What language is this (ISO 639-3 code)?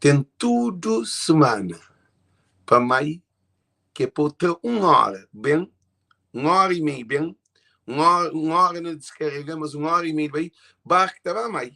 kea